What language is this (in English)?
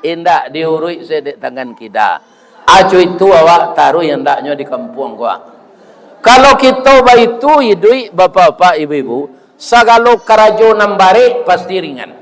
Minangkabau